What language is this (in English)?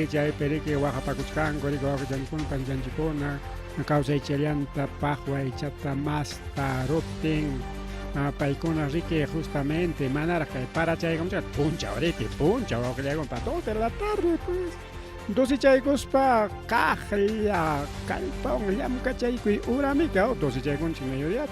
Ayacucho Quechua